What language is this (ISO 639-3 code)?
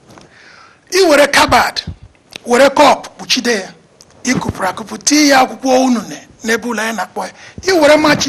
ibo